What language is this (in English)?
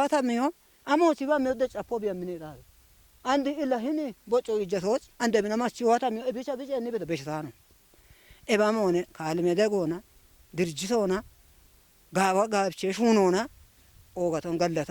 Kafa